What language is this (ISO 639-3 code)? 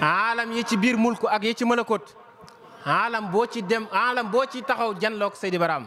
wol